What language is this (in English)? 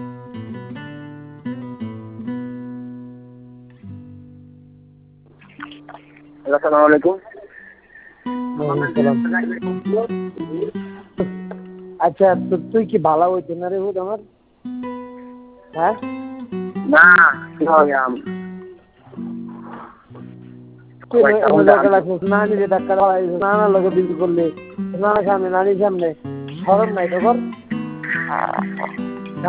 Bangla